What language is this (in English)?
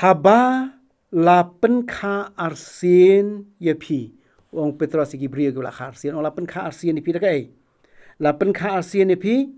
Khasi